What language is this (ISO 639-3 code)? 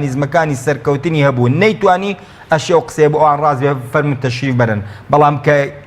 ckb